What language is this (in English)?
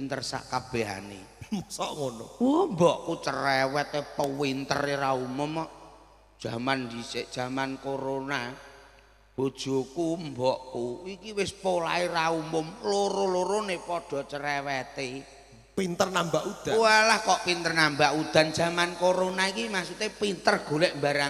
Javanese